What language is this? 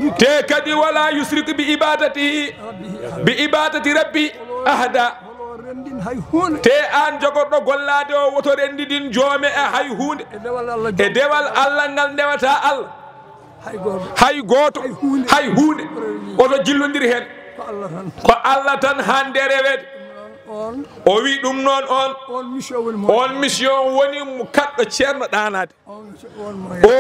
Fula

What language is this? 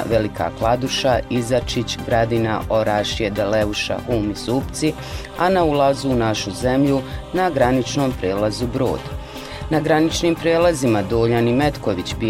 Bosnian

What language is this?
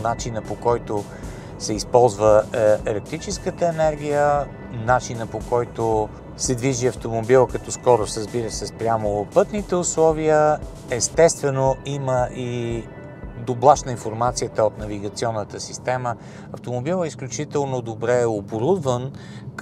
Bulgarian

